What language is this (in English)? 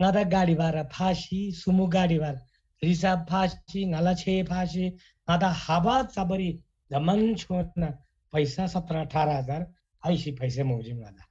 Eastern Tamang